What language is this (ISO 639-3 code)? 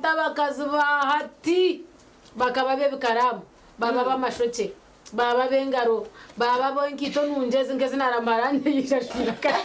nyn